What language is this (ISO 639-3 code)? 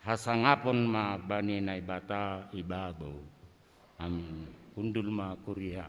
bts